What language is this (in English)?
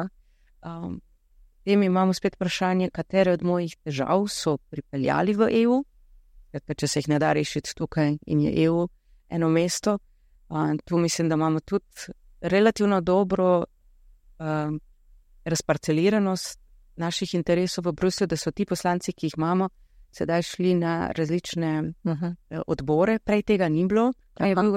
Slovenian